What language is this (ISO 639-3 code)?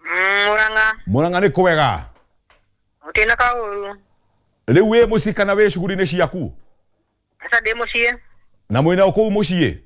kik